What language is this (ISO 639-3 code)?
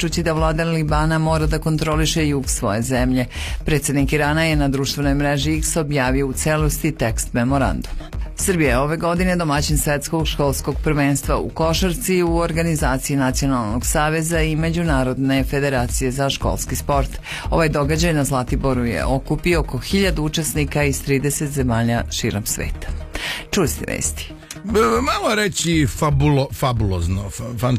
srp